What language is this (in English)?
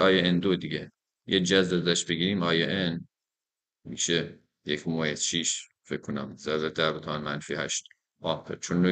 Persian